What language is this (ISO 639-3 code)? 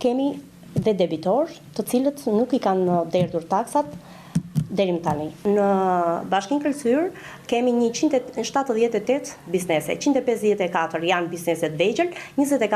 sqi